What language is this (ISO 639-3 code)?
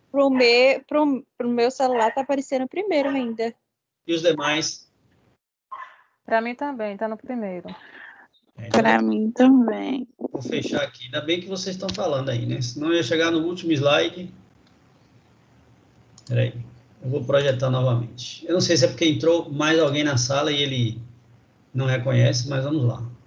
por